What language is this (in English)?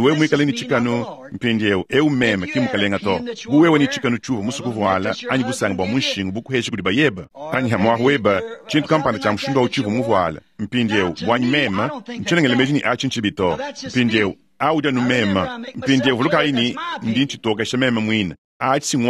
Luba-Lulua